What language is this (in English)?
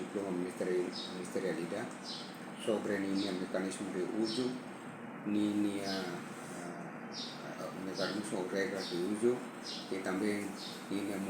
Tetum